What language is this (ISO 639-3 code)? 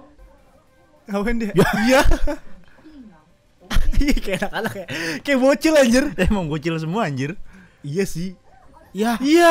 ind